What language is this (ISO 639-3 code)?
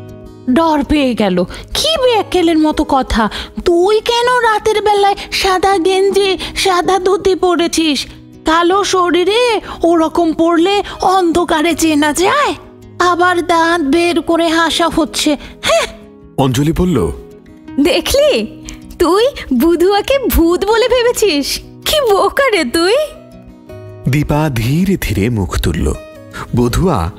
ben